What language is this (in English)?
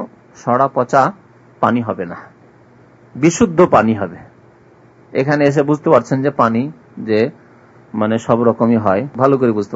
Bangla